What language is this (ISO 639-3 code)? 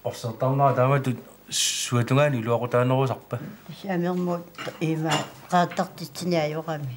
kal